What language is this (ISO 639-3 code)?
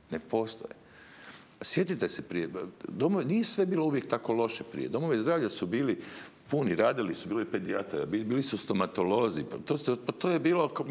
hrv